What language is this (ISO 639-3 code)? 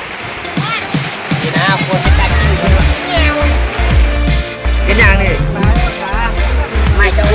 lao